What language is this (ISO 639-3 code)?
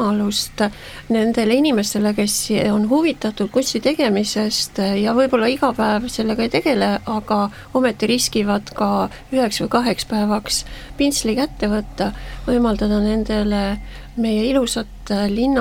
est